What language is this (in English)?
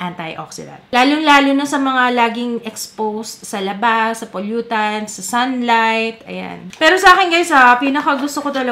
Filipino